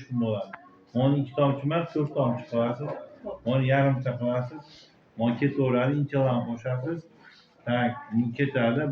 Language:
Uzbek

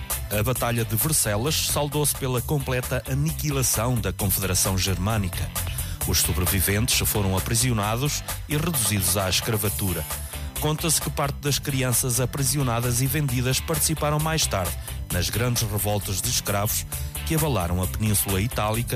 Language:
Portuguese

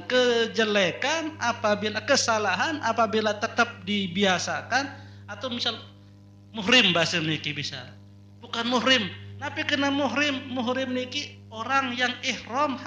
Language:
Sasak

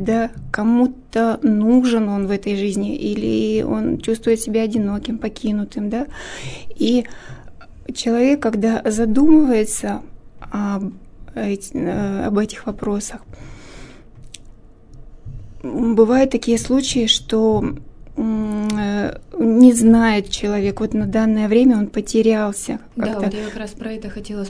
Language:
Russian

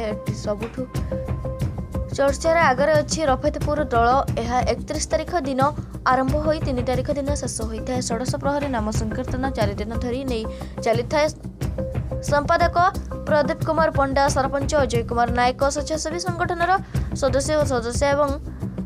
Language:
Odia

